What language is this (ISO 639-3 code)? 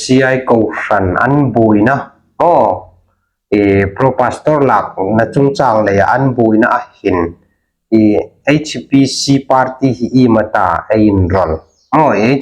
hmr